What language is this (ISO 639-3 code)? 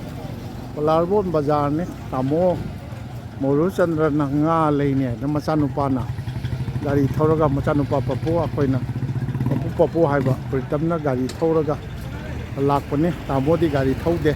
mni